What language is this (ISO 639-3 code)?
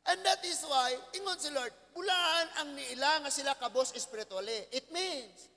ceb